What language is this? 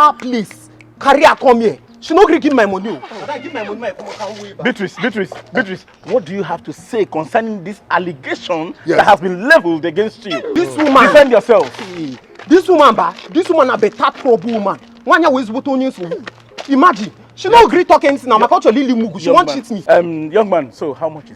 Nigerian Pidgin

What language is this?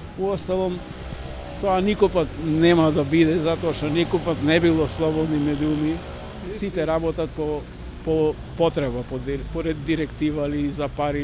Macedonian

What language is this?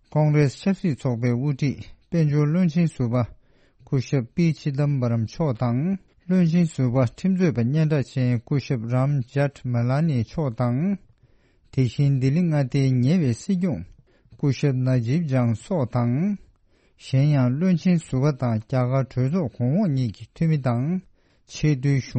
Tibetan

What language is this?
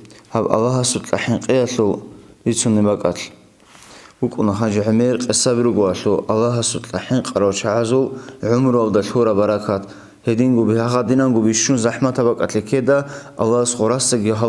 Avaric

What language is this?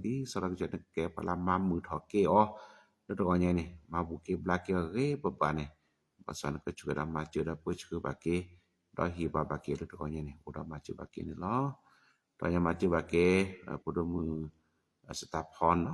S'gaw Karen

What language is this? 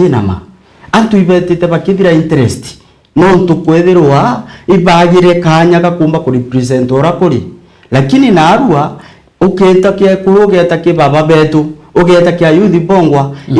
Meru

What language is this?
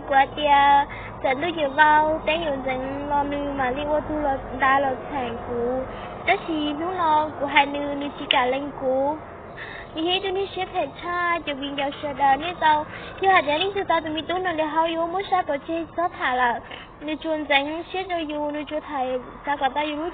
Hmong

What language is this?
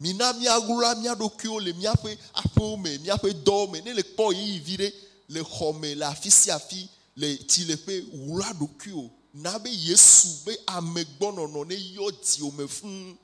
Ewe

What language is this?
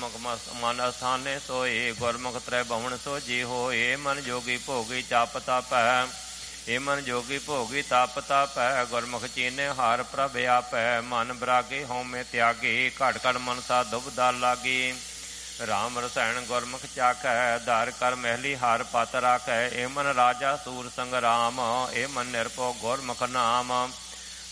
Punjabi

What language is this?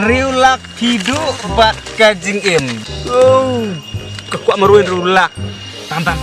Khasi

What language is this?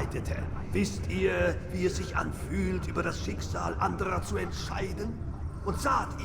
Bavarian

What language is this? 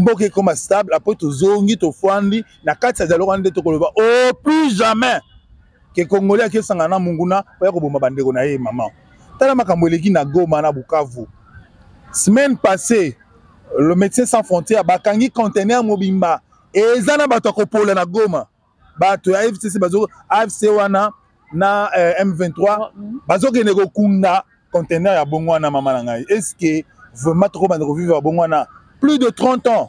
Lingala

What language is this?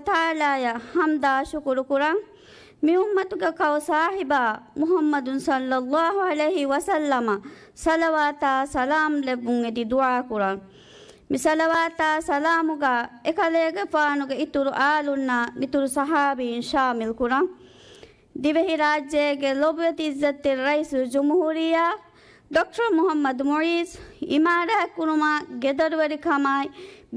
Divehi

